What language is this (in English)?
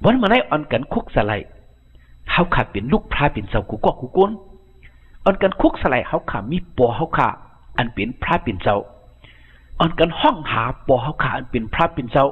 Shan